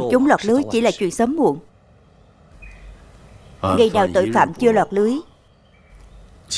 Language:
Vietnamese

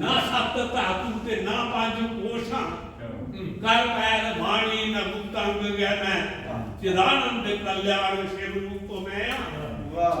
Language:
Dogri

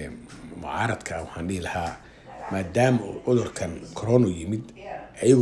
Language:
Somali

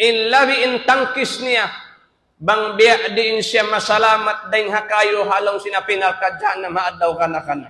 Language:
Tausug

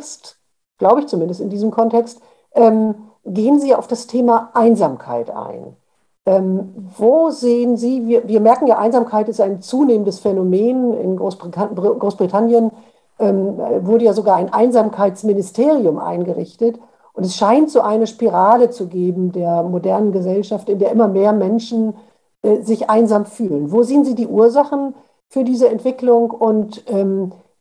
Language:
German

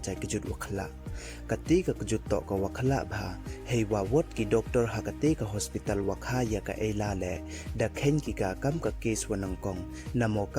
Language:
Pnar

